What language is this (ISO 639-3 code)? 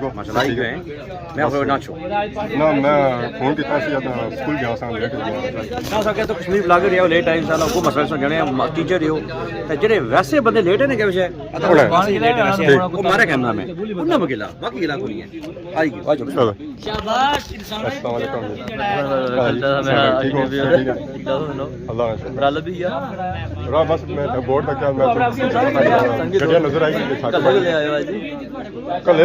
phr